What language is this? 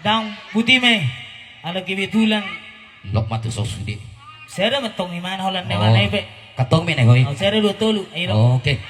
Batak Toba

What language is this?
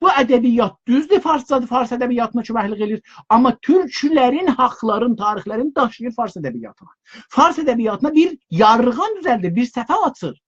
South Azerbaijani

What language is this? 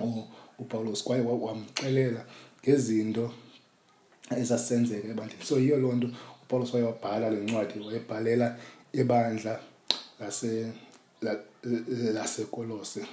Xhosa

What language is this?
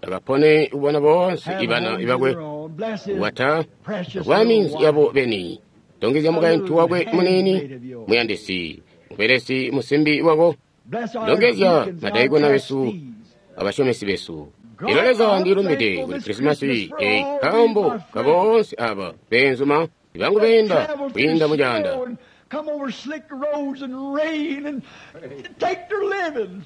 Tonga (Zambia)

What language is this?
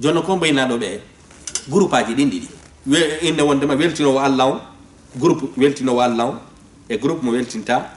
Fula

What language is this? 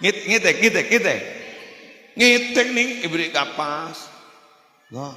Madurese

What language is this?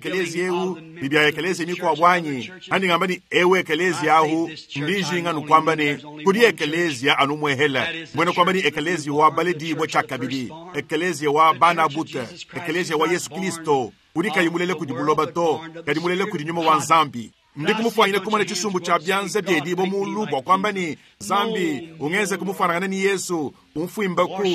Luba-Lulua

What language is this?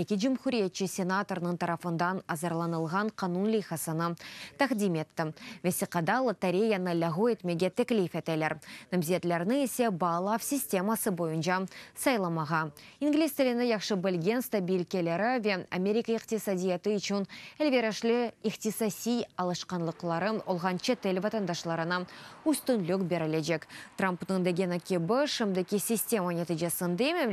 Crimean Tatar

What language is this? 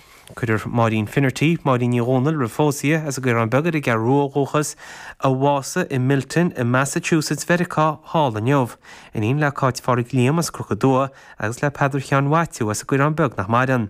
Irish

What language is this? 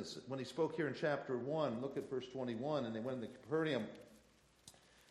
English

